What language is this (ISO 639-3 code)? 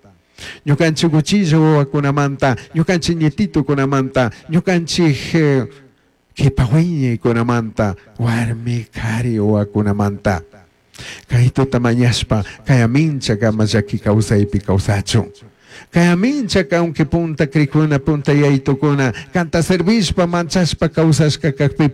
qug